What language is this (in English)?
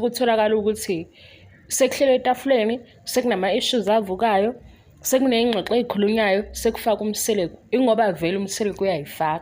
Zulu